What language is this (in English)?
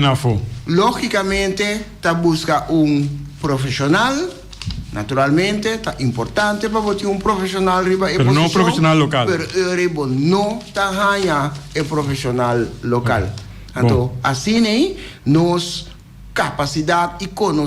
Papiamento